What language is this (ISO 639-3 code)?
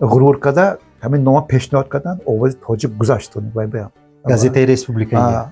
tgk